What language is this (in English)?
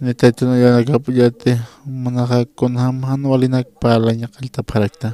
Aymara